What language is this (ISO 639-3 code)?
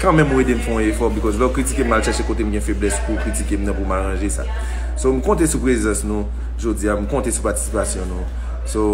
hat